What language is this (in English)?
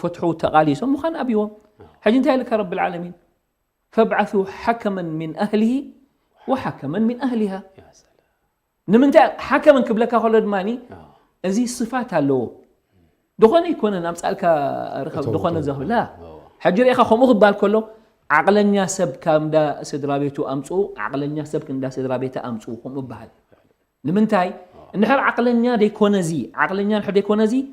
Tigrinya